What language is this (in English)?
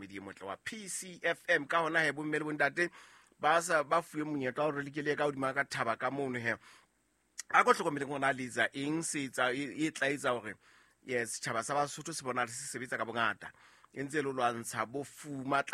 Southern Sotho